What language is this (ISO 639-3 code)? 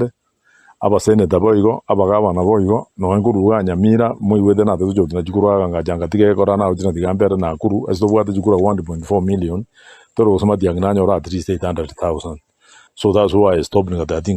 guz